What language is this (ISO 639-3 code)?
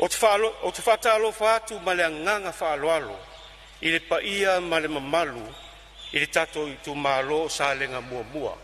smo